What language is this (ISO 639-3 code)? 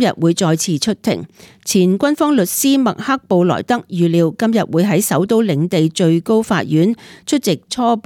yue